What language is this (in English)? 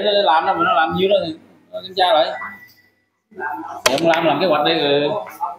Vietnamese